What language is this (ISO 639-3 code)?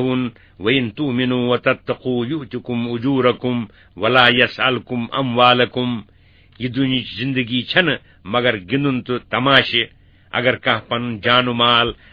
kas